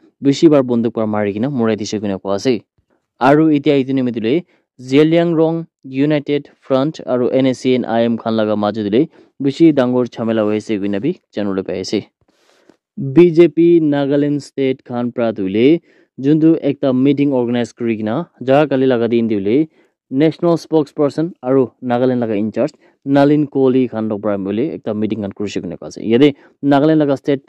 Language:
Naga Pidgin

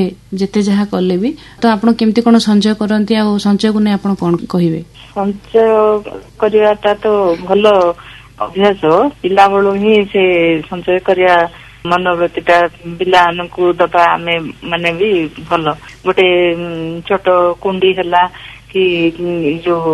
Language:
Odia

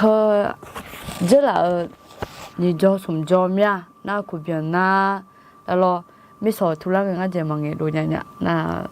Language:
Akha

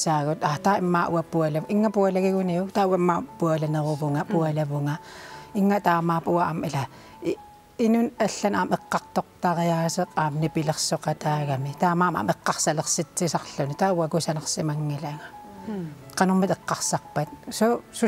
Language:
Kalaallisut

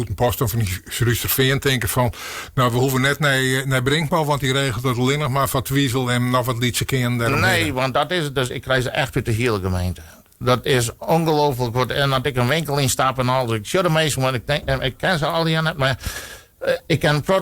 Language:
Western Frisian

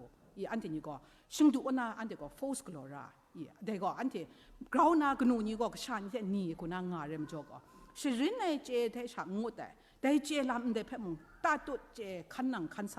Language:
Kachin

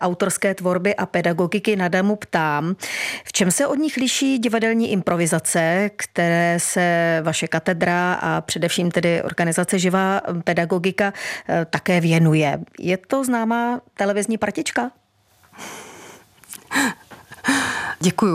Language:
Czech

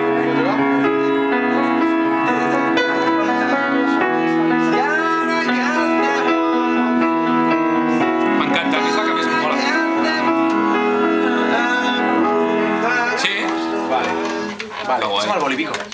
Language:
Catalan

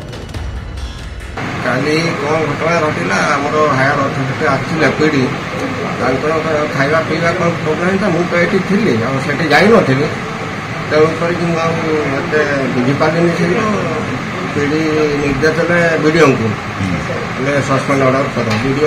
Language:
Odia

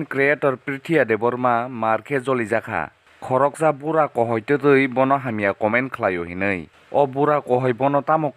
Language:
Kok Borok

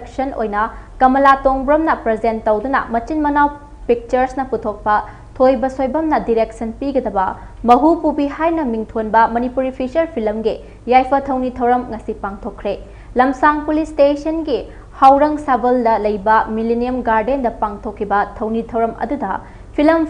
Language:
Manipuri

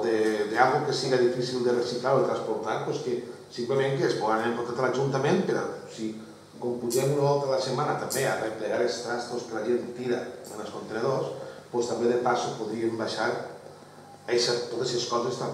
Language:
Catalan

